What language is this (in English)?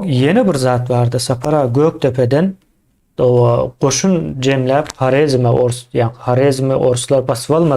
Turkmen